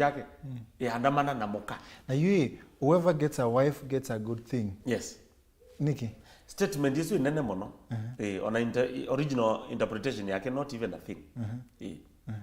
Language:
Kamba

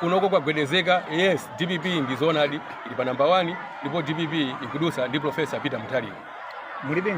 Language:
Nyanja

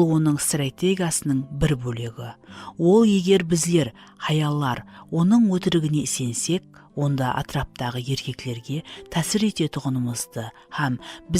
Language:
Kara-Kalpak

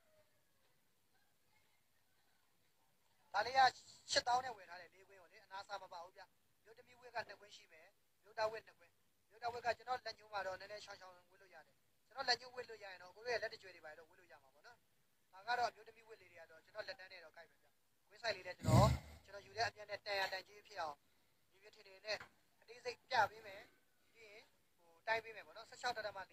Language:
Burmese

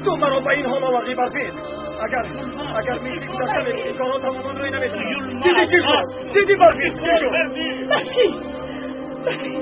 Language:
Tajik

